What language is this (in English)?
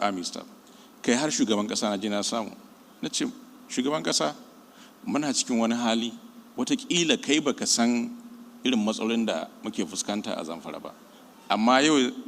Hausa